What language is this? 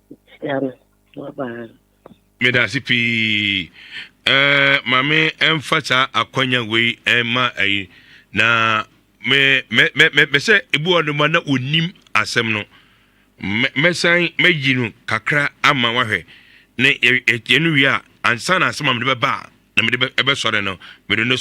Akan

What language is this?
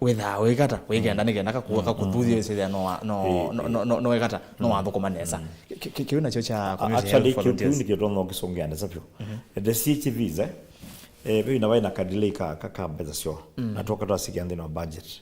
Kamba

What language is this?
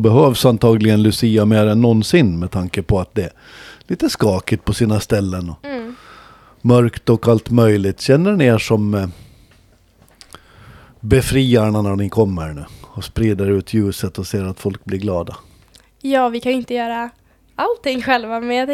Swedish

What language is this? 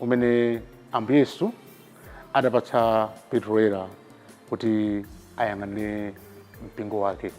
Nyanja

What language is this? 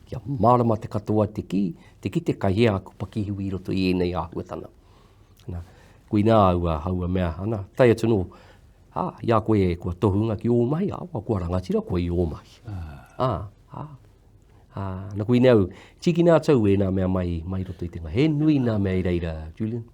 Māori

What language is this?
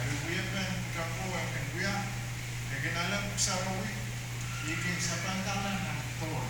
Pohnpeian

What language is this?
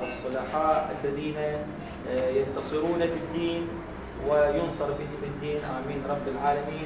Arabic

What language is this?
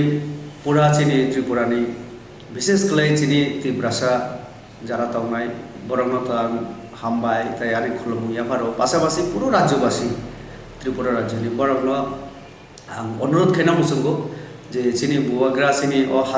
Kok Borok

